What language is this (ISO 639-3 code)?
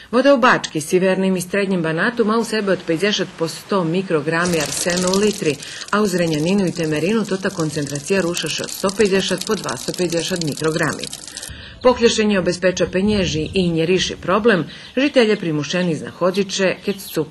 rue